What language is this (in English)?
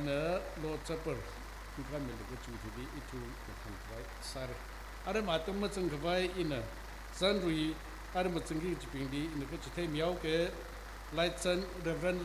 Tangkhul Naga (India)